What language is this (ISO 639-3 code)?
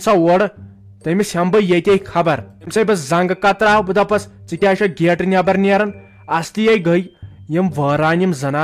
kas